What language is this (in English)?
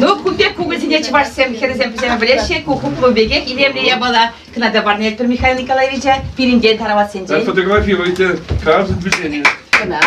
Chuvash